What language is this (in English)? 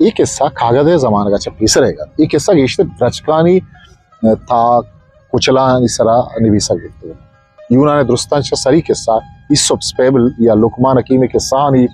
Eastern Balochi